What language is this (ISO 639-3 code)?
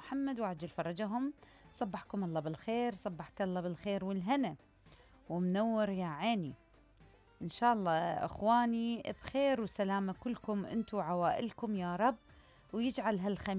acm